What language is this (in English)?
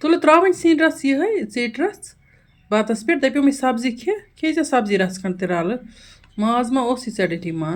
Kashmiri